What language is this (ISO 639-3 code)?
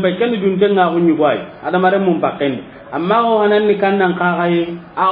snk